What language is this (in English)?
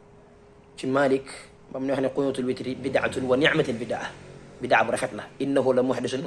Wolof